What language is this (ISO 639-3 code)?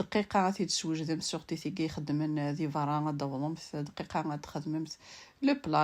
kab